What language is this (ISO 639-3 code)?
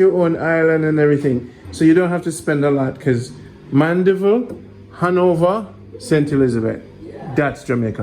jam